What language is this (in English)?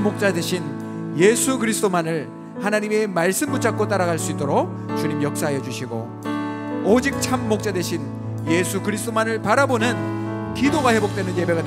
Korean